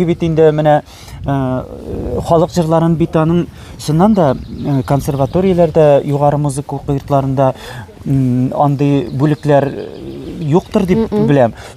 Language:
Tatar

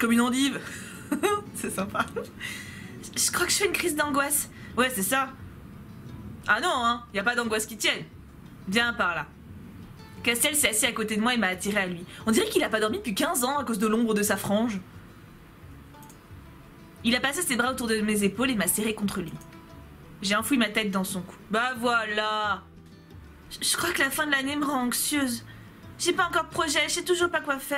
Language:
French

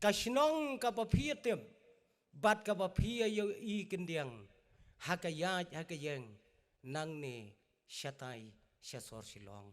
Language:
Khasi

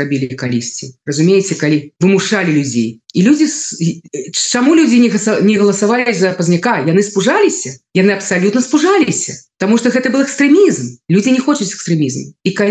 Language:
Belarusian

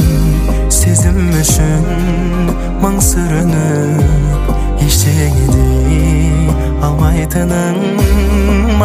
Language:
Kazakh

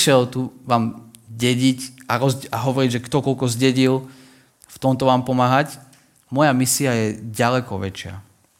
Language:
Slovak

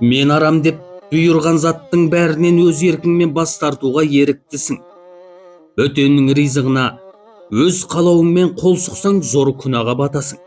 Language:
Kazakh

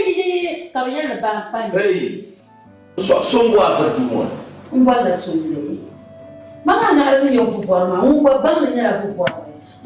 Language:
Dagbani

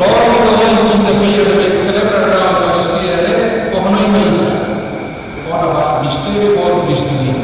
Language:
Tetum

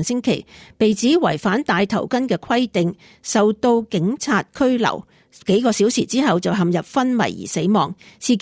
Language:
Cantonese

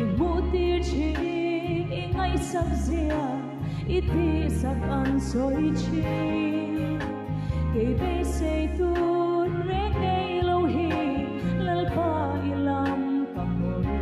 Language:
Hmar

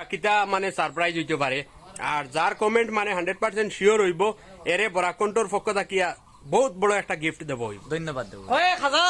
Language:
Sylheti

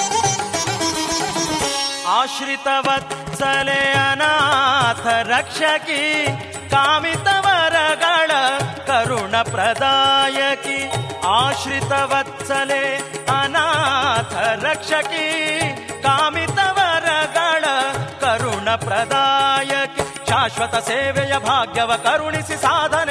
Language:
Kannada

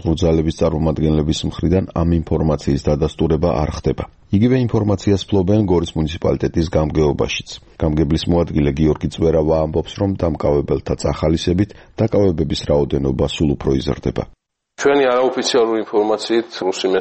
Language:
Georgian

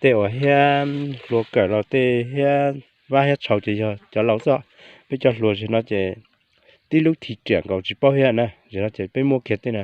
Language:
Hmong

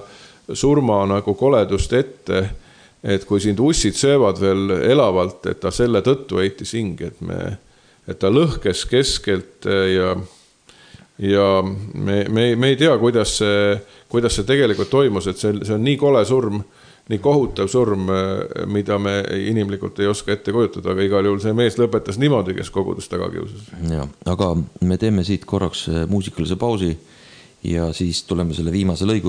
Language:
Estonian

